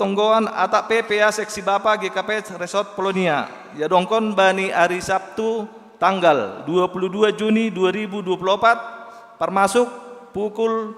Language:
Batak Simalungun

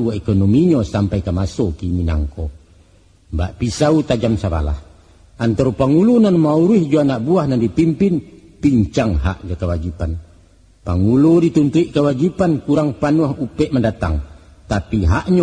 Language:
Minangkabau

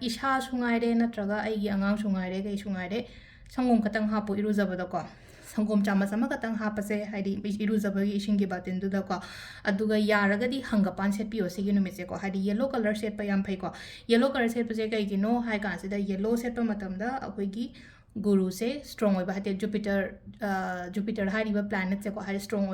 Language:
Manipuri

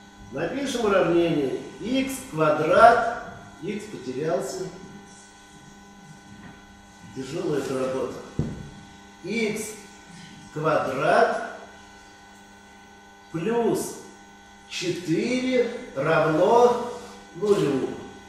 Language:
Russian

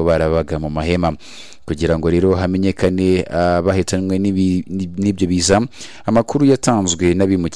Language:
Kinyarwanda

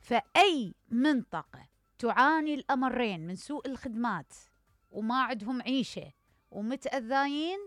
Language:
Mesopotamian Arabic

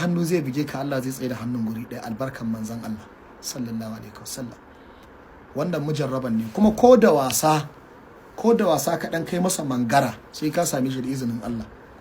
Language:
Hausa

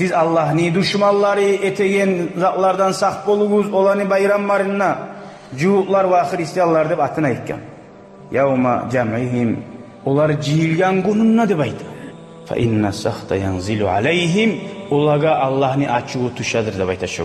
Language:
Kumyk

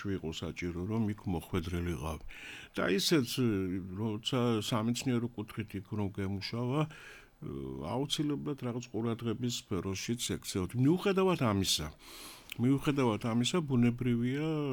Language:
Georgian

